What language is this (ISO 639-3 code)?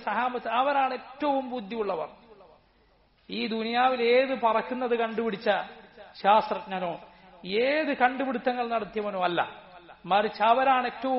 mal